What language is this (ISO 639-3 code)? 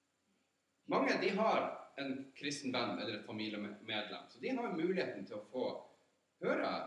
nor